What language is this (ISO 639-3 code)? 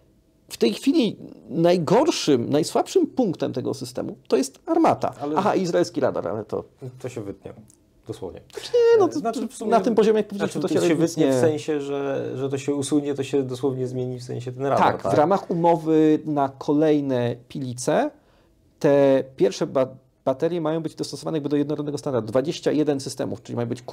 pol